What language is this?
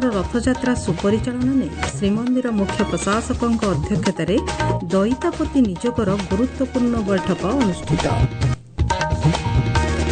Odia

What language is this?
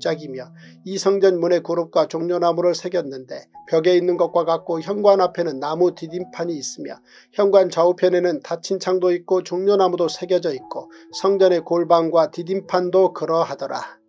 Korean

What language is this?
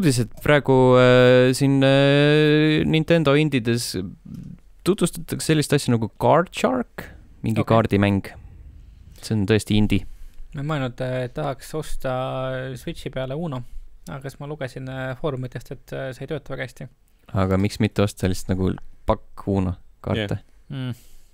Estonian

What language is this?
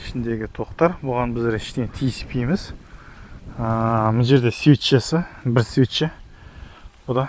Kazakh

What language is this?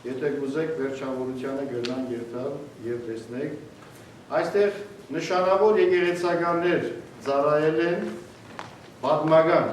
Western Armenian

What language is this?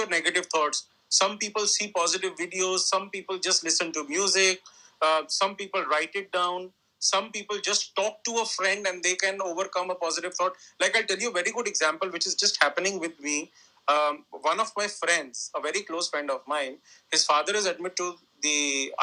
English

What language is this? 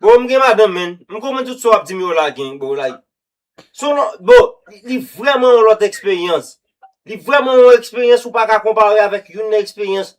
Haitian Creole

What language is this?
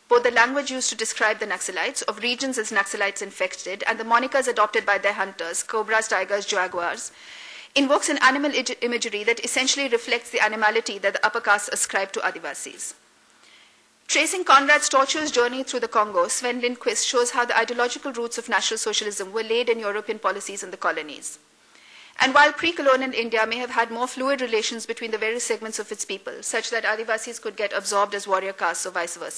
English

